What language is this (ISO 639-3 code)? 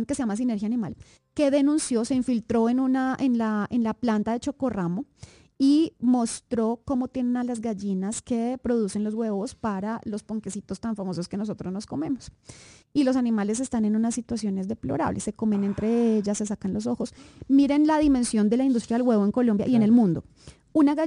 spa